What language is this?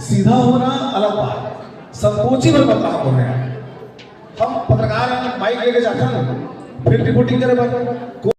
Chhattisgarhi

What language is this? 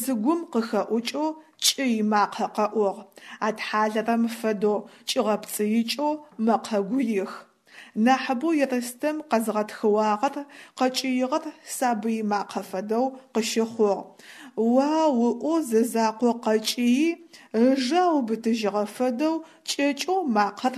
Adyghe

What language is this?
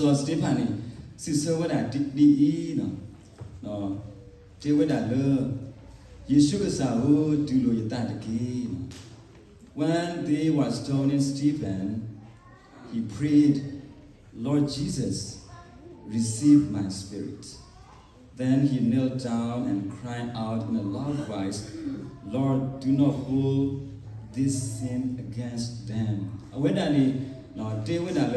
S'gaw Karen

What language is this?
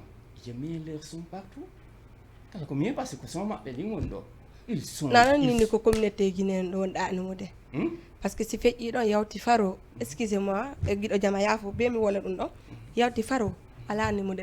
Fula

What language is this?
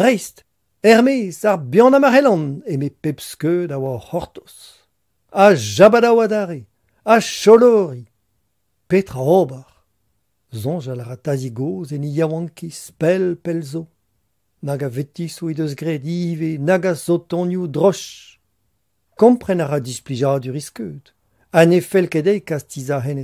Breton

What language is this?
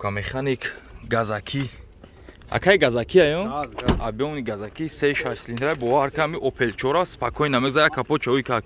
Tajik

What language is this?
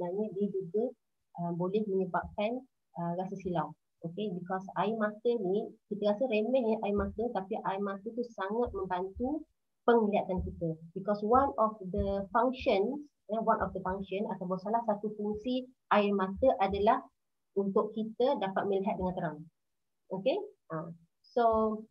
Malay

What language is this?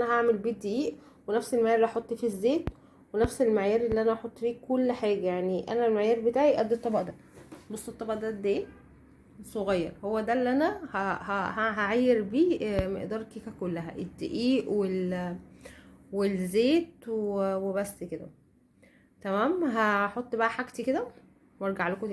Egyptian Arabic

